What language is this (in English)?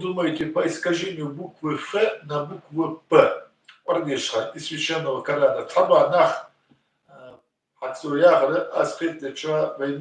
Ingush